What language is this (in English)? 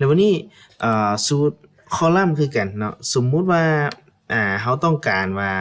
Lao